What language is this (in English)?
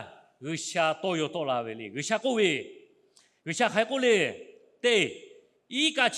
Lahu